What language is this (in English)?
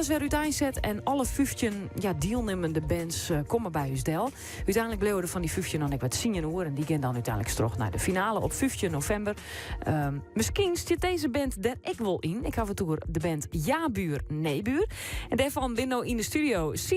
Western Frisian